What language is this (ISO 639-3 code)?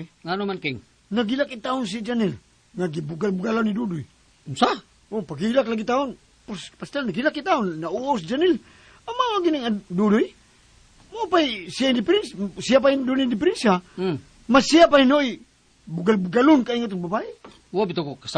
ceb